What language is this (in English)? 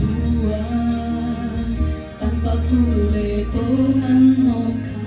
Toraja-Sa'dan